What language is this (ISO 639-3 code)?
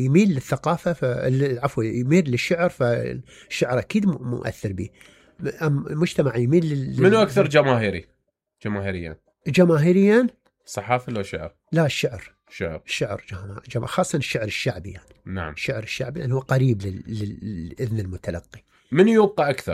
acm